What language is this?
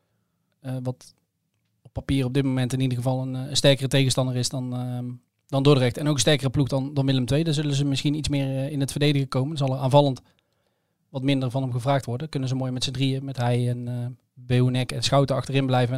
Dutch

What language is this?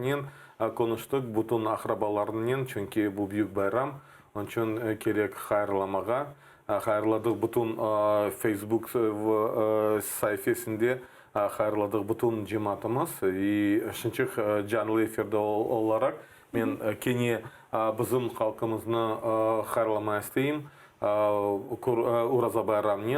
Crimean Tatar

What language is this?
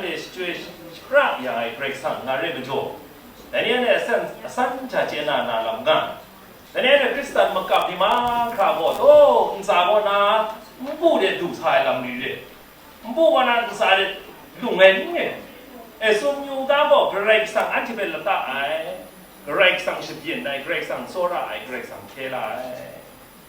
Kachin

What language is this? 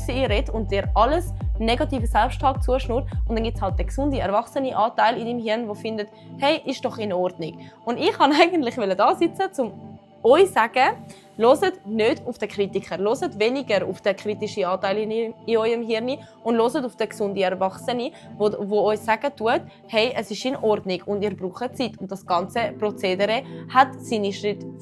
Swiss German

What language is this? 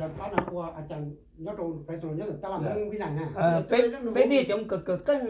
Hmong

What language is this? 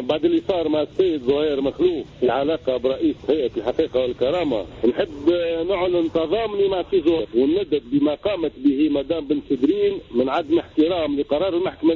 Tunisian Arabic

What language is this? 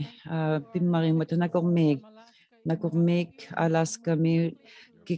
Inuktitut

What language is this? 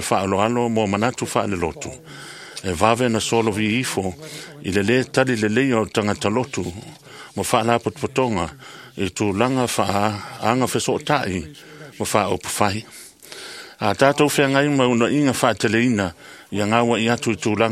Samoan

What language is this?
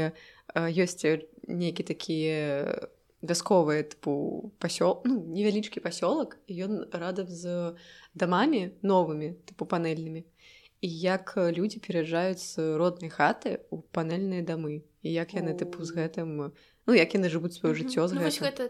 Belarusian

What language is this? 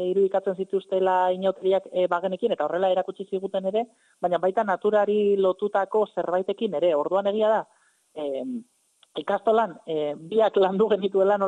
Basque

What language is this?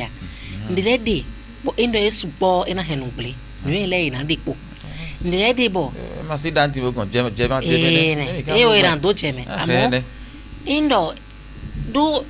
Fon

